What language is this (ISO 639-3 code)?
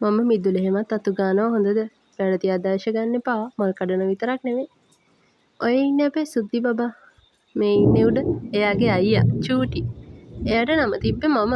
sin